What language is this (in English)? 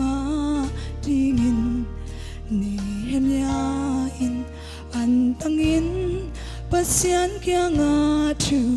Tedim Chin